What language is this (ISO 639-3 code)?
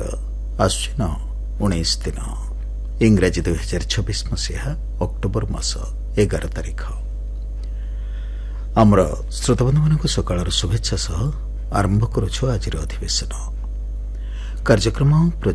ori